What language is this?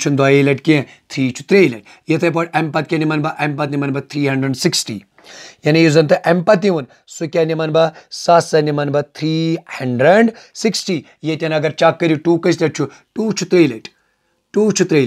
Kashmiri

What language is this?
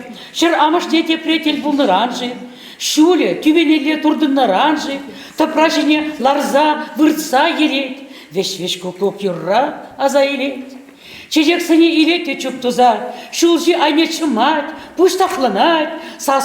Chuvash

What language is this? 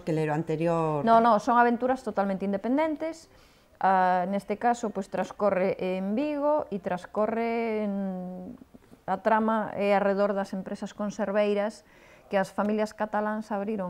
Galician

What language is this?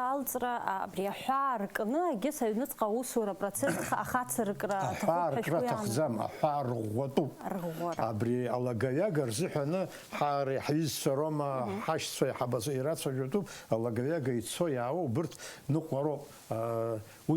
Abkhazian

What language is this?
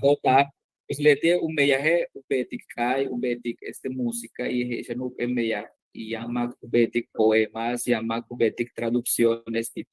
Yucateco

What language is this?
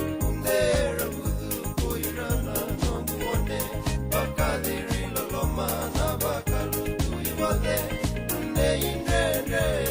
Fijian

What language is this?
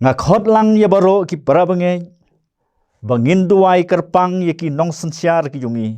Khasi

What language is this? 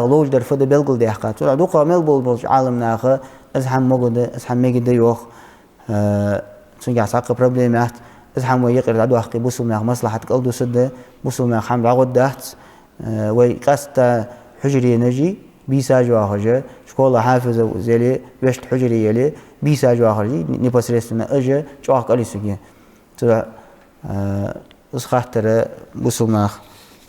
Ingush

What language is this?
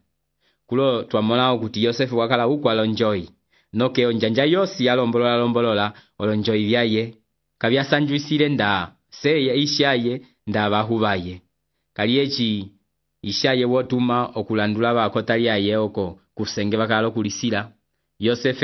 Umbundu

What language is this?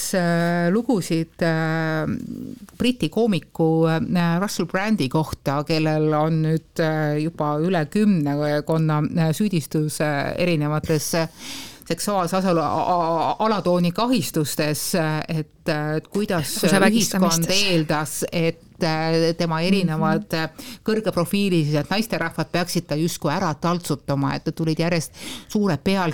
Estonian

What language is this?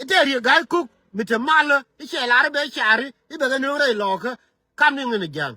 Nuer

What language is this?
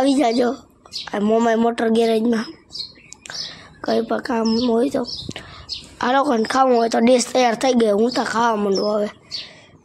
Gujarati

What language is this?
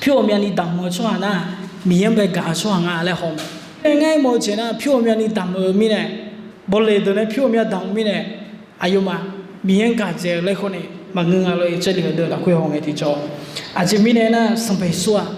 Akha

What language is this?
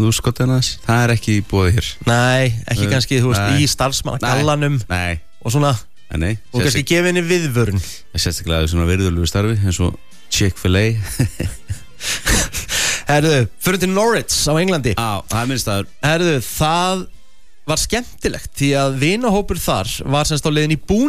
Icelandic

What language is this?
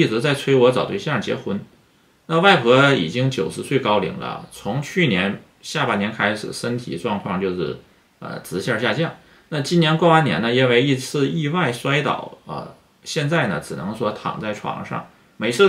Chinese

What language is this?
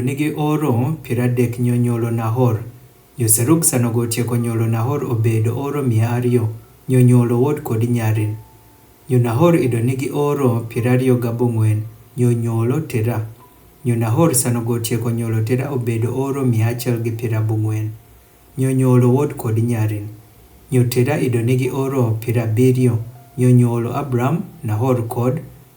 Adhola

